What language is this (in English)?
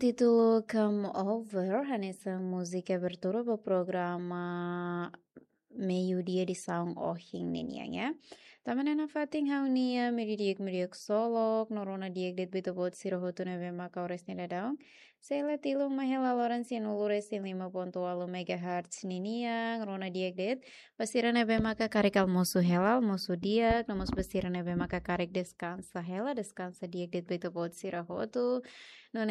Tetum